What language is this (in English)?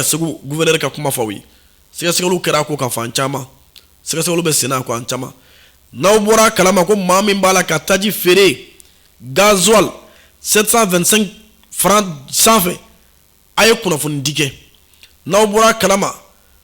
Bambara